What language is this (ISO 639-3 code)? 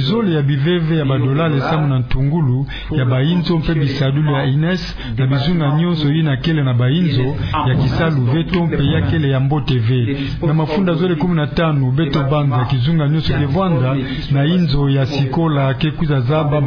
ktu